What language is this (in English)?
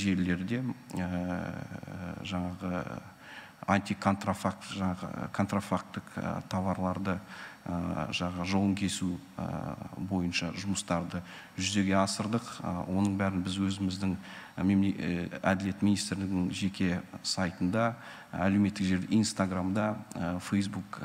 Kazakh